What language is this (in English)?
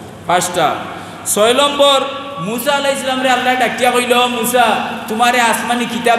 Sylheti